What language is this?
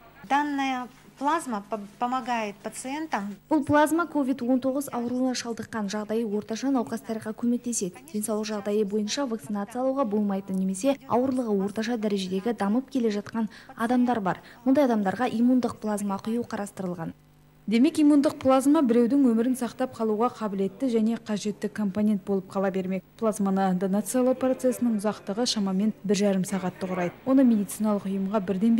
Kazakh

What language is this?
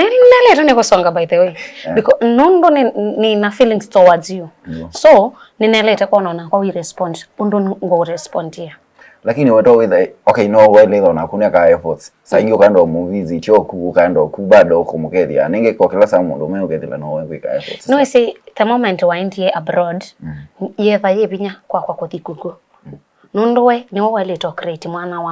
Kamba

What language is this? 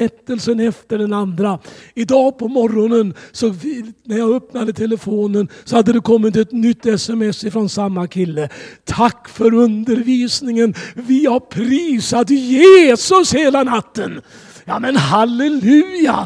Swedish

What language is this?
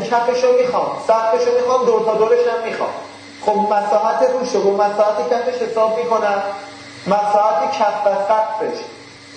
Persian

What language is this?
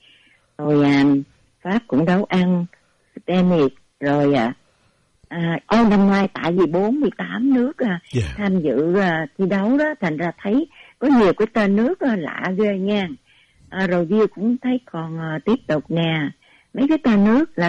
Vietnamese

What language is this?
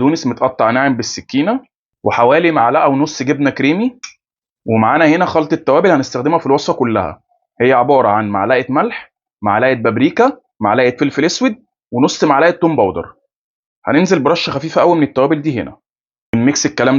Egyptian Arabic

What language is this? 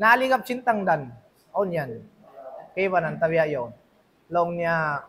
Tausug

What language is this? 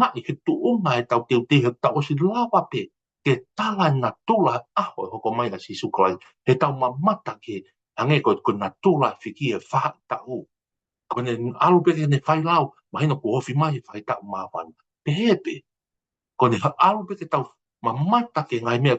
Tongan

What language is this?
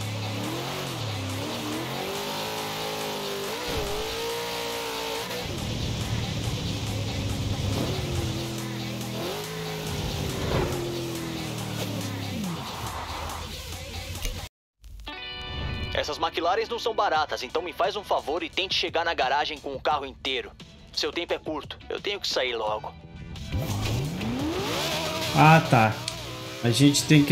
Portuguese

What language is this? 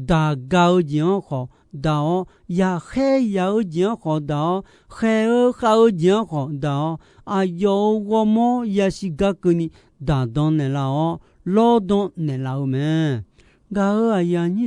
Akha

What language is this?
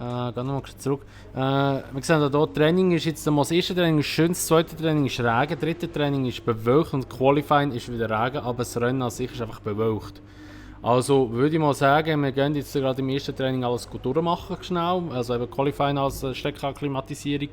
Swiss German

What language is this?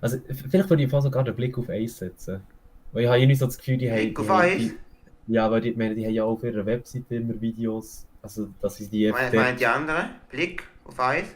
Swiss German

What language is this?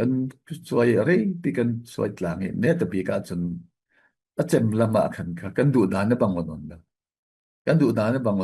Falam Chin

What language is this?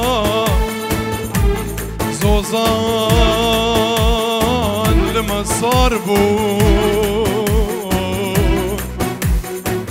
Kurdish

